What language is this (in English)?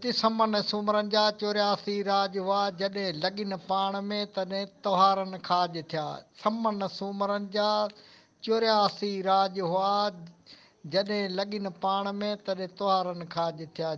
Sindhi